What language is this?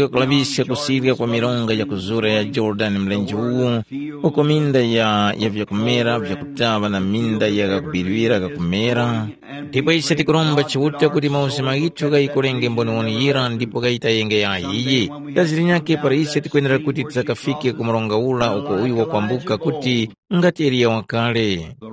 Tumbuka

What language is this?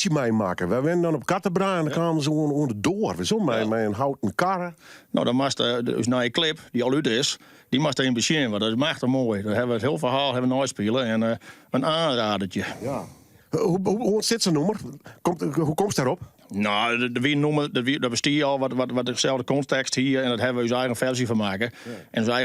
Western Frisian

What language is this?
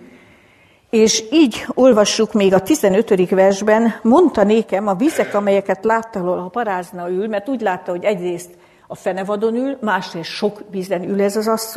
Hungarian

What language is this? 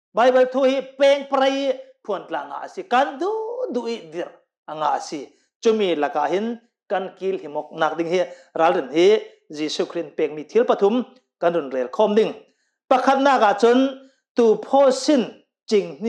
Hakha Chin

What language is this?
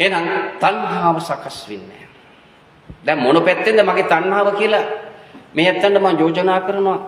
Sinhala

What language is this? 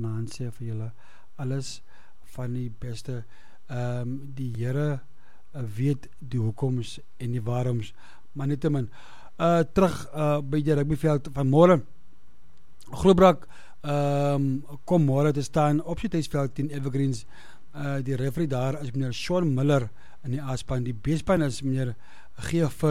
Afrikaans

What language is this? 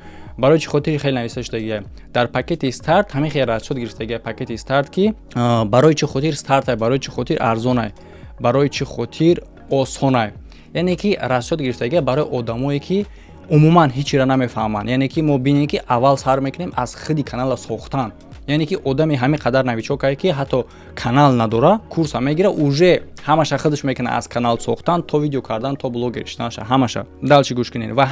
Tajik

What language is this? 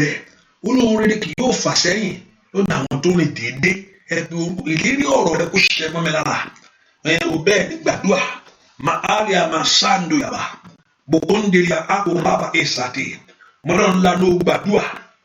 Yoruba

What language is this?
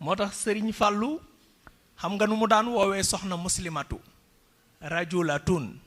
Wolof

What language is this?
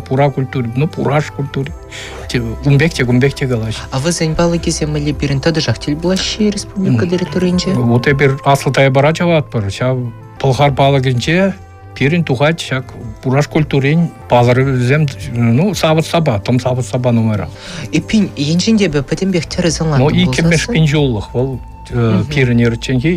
Chuvash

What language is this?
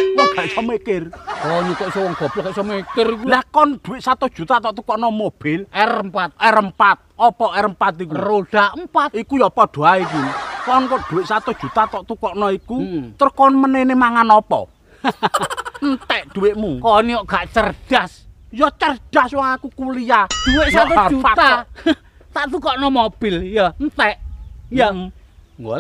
Javanese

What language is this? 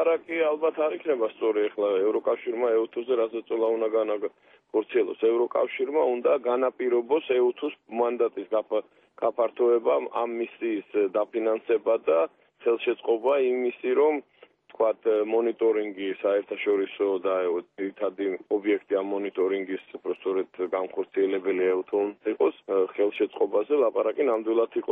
Georgian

